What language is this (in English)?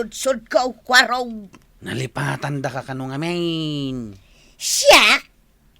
Iloko